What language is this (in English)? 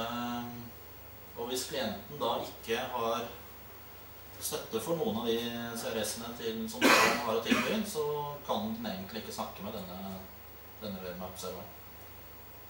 Norwegian